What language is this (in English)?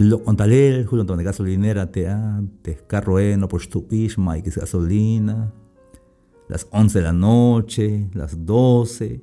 Tzeltal